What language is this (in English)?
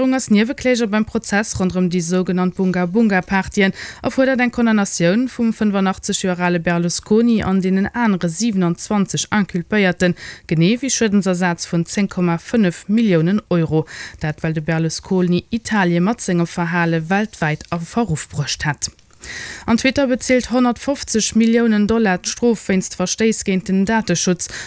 Luxembourgish